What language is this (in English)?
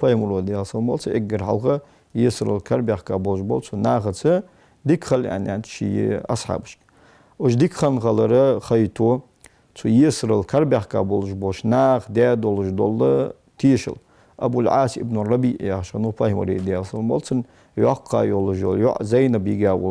Ingush